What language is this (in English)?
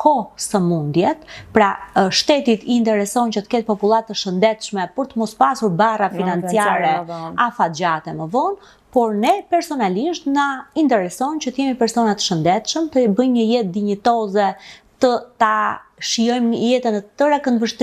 Albanian